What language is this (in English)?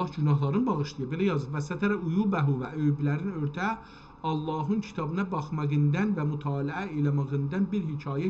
South Azerbaijani